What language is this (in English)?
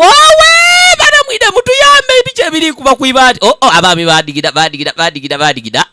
Ganda